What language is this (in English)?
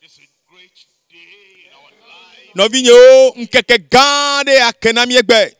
Ewe